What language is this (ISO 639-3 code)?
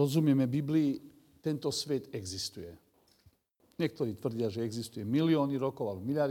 slk